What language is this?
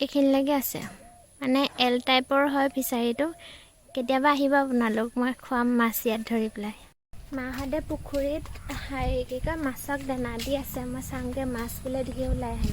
Assamese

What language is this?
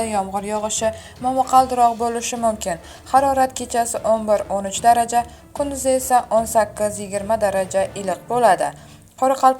Uzbek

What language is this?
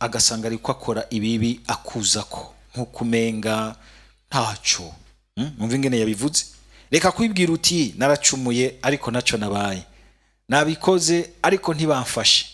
Rundi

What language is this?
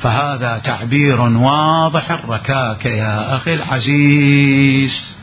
Mesopotamian Arabic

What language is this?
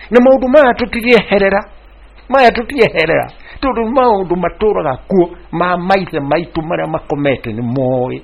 Kikuyu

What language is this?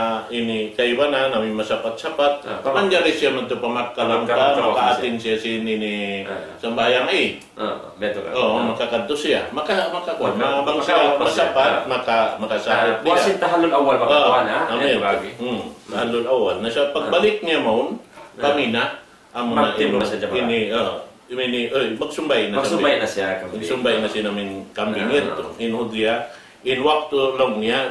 Tausug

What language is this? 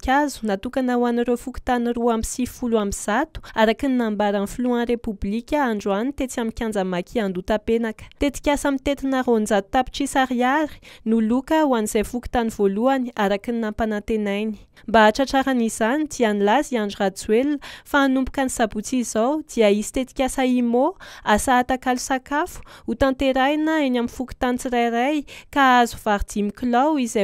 Malagasy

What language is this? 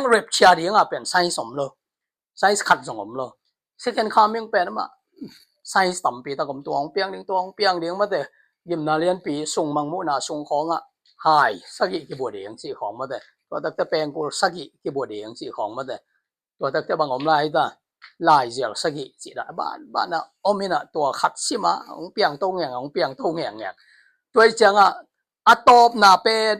Tedim Chin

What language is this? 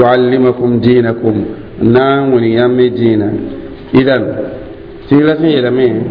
Mossi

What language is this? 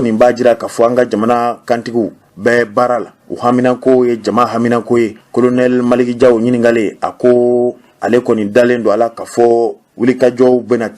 Bambara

